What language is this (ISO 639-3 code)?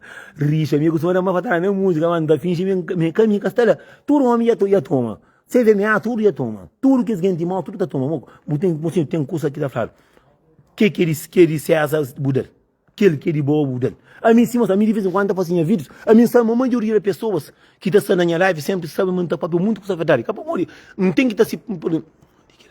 kea